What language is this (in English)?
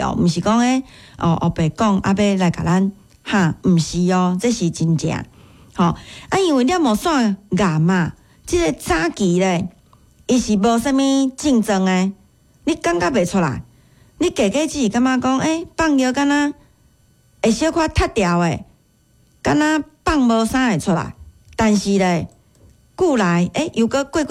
Min Nan Chinese